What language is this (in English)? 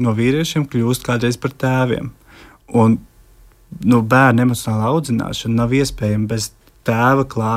Latvian